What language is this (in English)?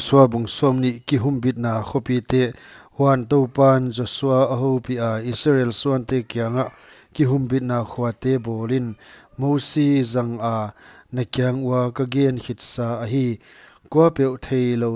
Paite Chin